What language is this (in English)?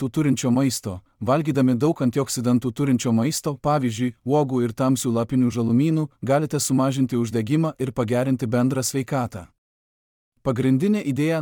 Lithuanian